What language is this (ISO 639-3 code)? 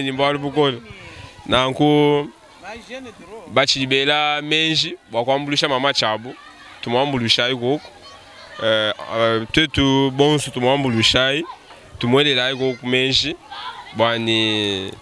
lua